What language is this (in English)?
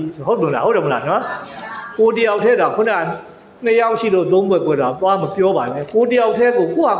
Burmese